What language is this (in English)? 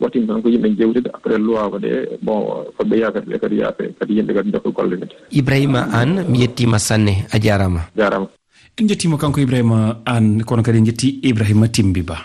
Fula